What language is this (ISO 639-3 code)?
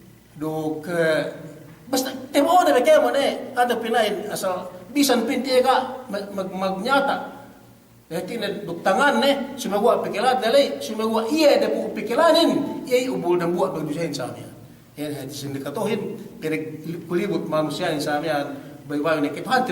yka